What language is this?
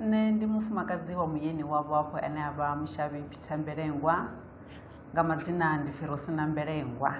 Venda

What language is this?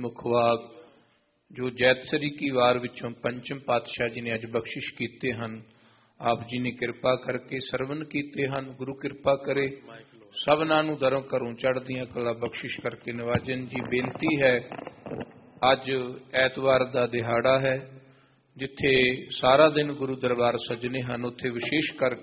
Punjabi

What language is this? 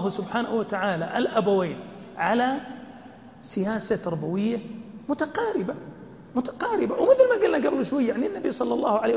Arabic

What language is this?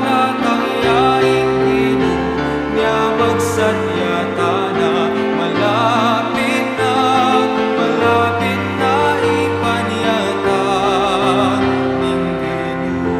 Pampanga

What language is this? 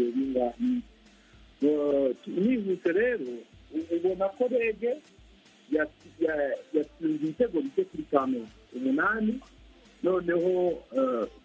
Kinyarwanda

